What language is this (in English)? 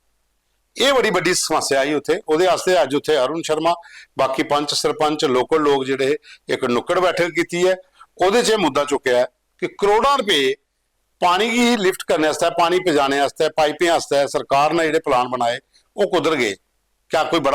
Dogri